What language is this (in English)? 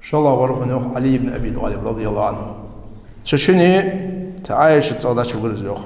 Ingush